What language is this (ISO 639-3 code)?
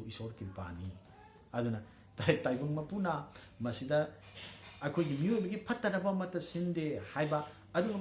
mni